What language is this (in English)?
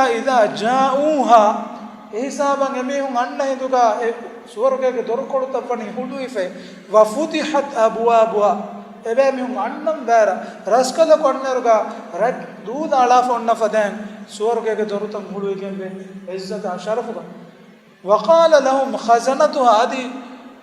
Divehi